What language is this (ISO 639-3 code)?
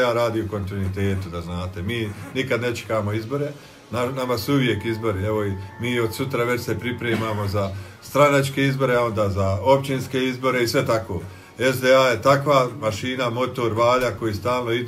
bos